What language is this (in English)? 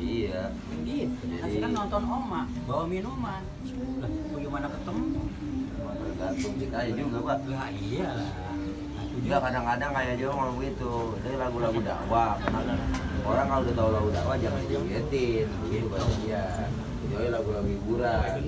Betawi